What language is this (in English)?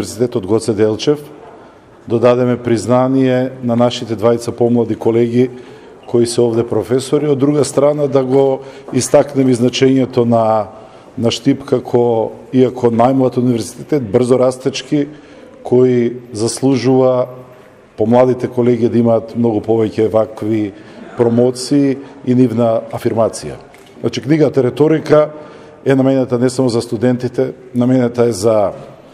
Macedonian